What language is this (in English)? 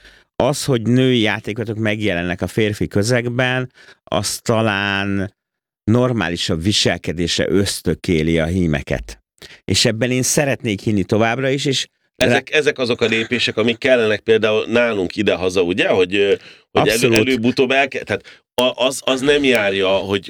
Hungarian